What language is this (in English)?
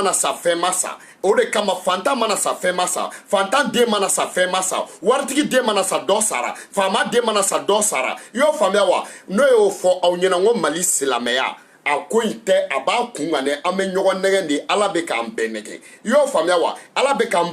Bambara